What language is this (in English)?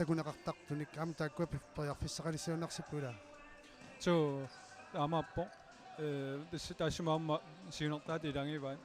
Kalaallisut